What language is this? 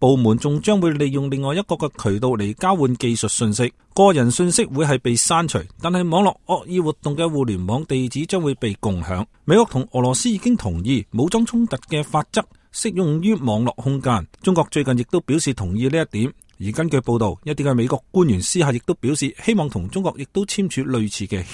Cantonese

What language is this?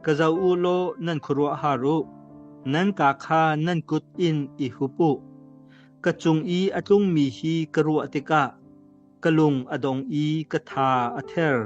Hakha Chin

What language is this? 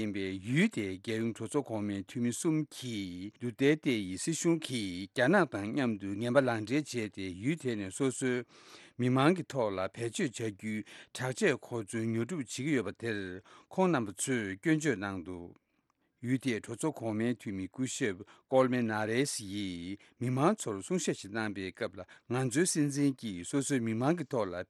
Tibetan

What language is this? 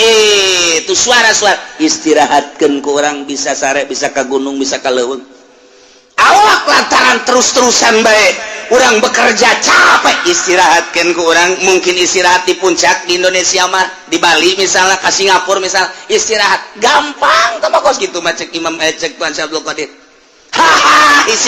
Sundanese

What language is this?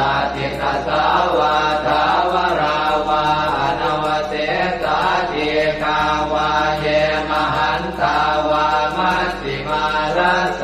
Pali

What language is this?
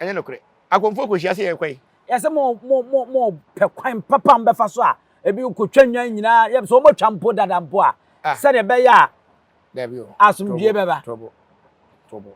Akan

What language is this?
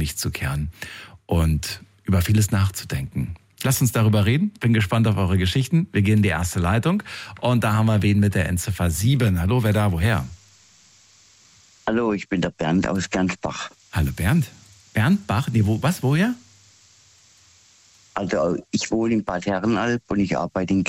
German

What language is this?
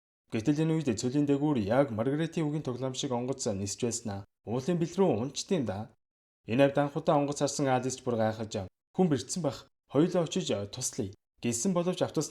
Mongolian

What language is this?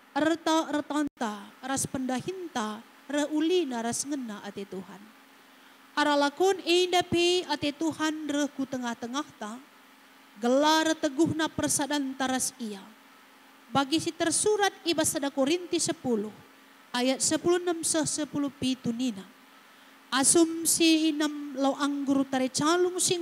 Batak Karo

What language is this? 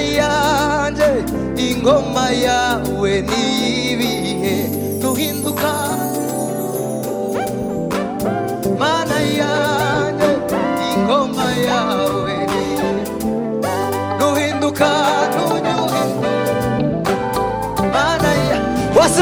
Kinyarwanda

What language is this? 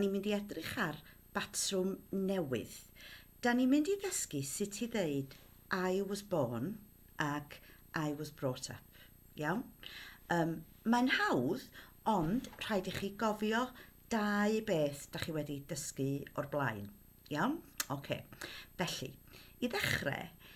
Welsh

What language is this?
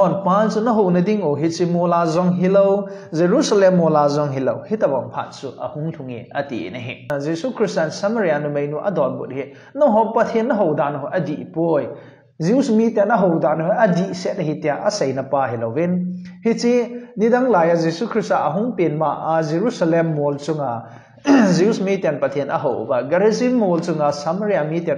Thado Chin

